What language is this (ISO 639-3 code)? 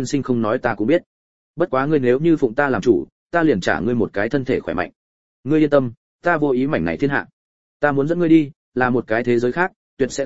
vie